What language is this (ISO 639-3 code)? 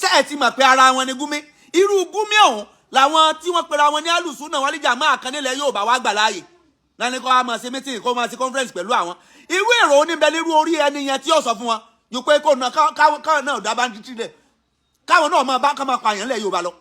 yor